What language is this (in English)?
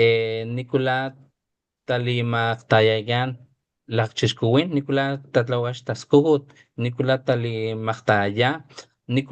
Papantla Totonac